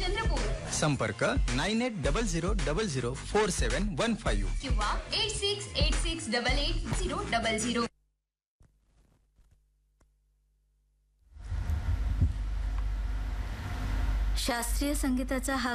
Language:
Marathi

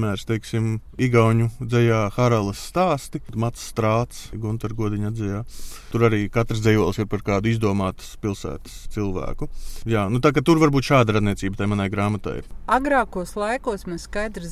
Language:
Latvian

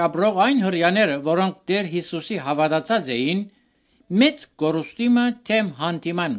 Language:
Armenian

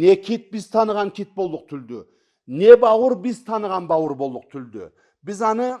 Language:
Karachay-Balkar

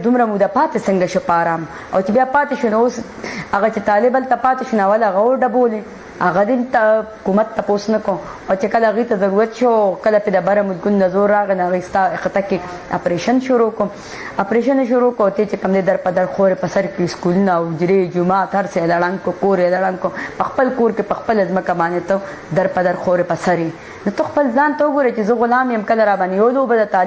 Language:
Pashto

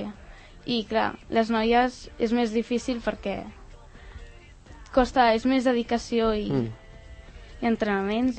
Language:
Catalan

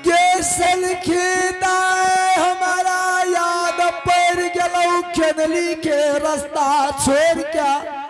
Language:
Angika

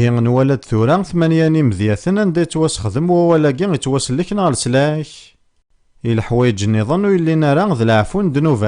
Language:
Kabyle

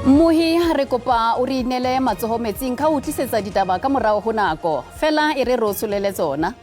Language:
Southern Sotho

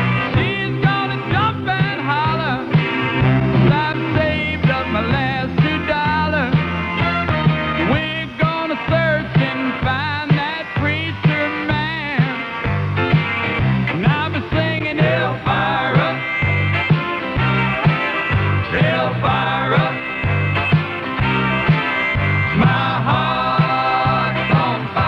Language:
English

